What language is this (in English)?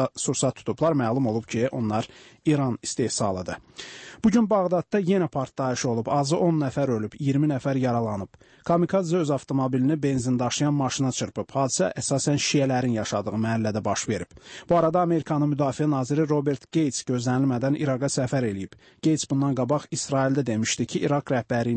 Azerbaijani